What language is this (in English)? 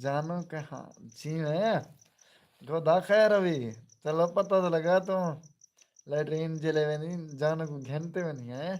Saraiki